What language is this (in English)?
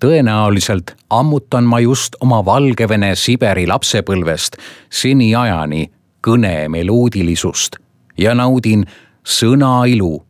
Estonian